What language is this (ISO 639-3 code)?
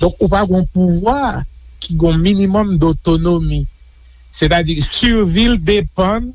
hat